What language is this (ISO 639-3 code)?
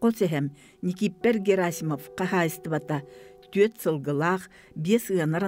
sah